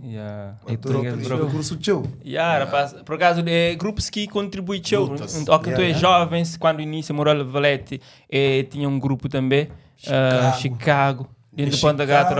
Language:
Kabuverdianu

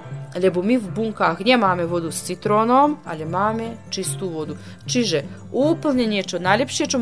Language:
Slovak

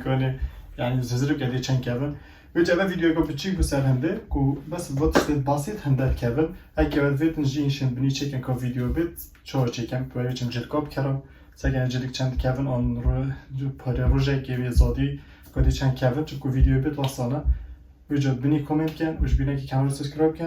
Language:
Kurdish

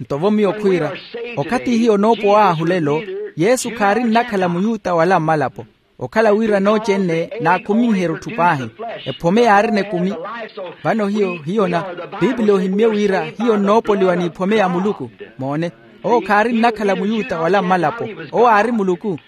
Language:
Makhuwa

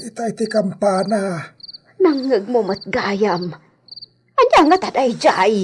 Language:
Iloko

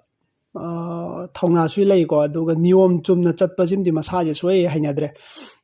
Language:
Manipuri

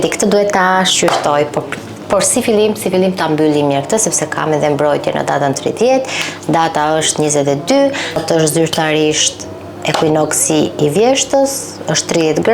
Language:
Albanian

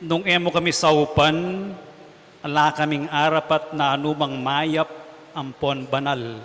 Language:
Pampanga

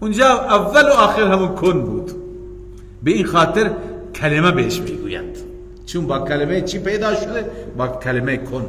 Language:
Persian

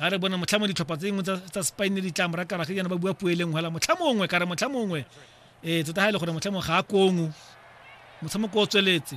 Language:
Tswana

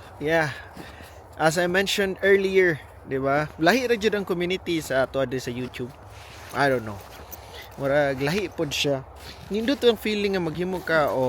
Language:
Cebuano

